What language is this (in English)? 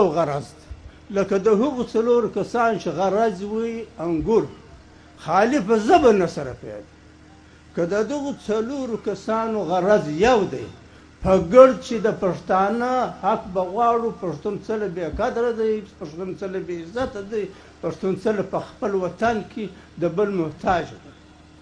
Pashto